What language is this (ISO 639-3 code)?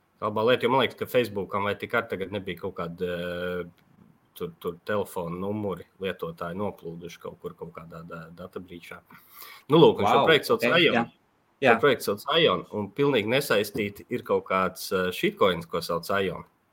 lav